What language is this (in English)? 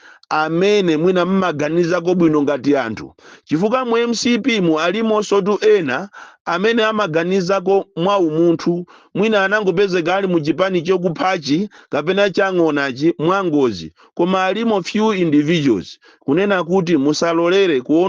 Nyanja